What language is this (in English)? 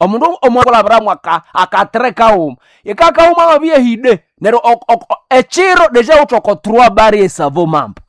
Nande